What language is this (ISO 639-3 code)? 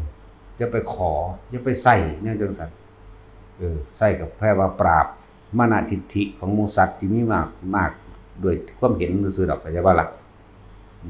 tts